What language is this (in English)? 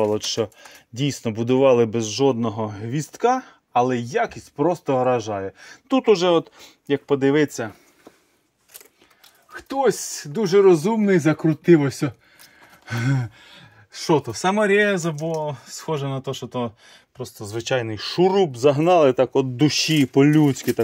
Ukrainian